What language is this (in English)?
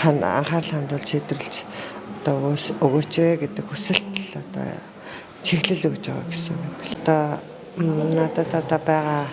Mongolian